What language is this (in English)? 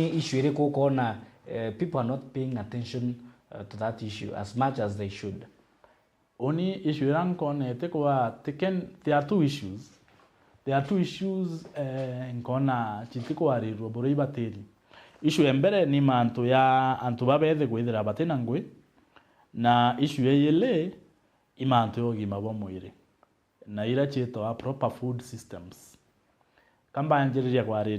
Meru